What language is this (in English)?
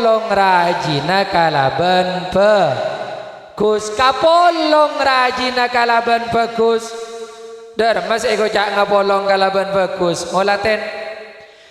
Madurese